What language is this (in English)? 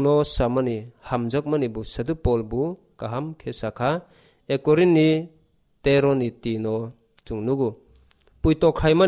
Kok Borok